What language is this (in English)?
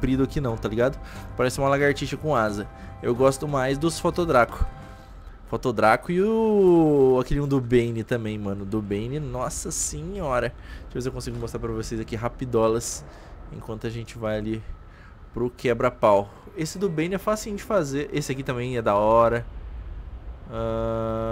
Portuguese